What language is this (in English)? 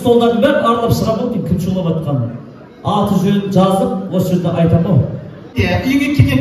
Kazakh